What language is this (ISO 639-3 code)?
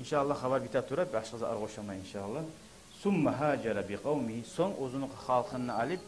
kum